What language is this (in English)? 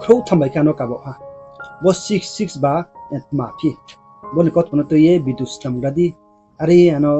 Riang (India)